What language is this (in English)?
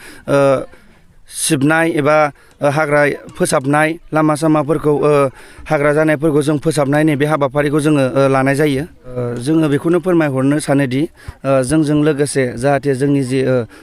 Bodo